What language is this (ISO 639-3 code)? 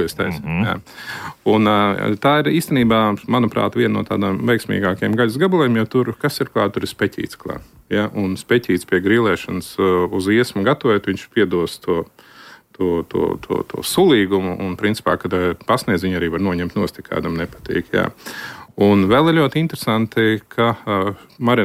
lav